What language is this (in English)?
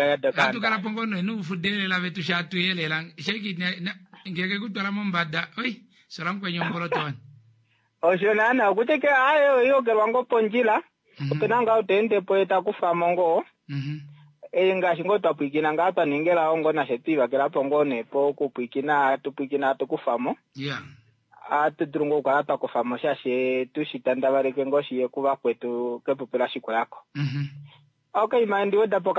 Kuanyama